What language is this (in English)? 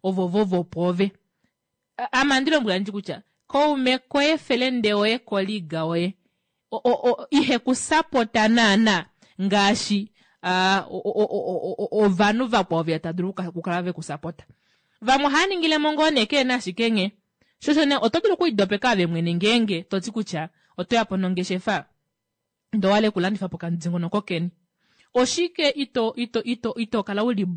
Kuanyama